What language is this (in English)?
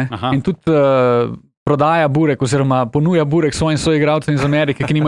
Slovenian